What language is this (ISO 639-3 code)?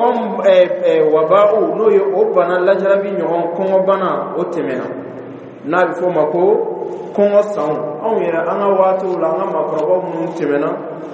dyu